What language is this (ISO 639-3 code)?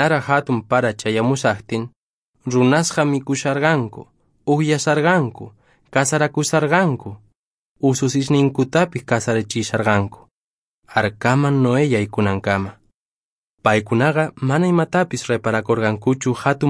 que